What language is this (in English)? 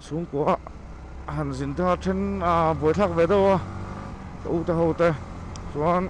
Mizo